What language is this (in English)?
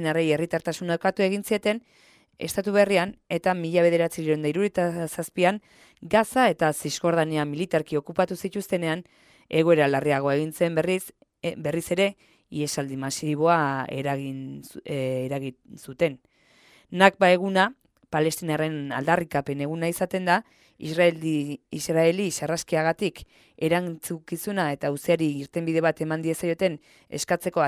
Basque